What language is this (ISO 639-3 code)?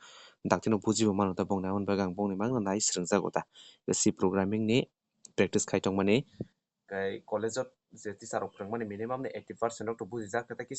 trp